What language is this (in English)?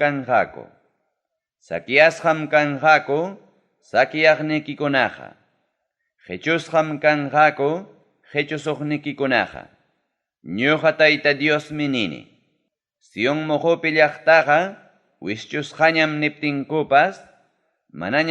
Ayacucho Quechua